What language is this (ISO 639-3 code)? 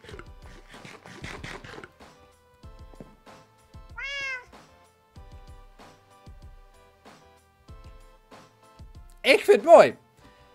nld